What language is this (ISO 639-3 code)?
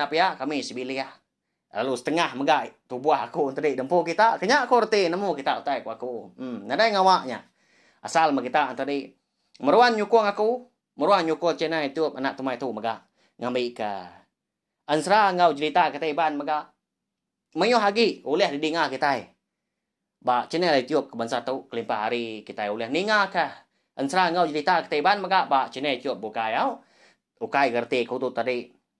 iba